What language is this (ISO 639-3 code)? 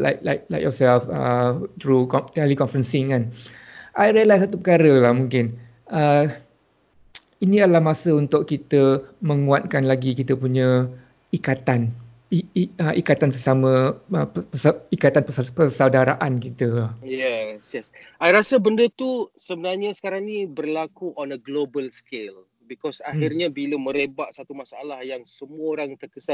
msa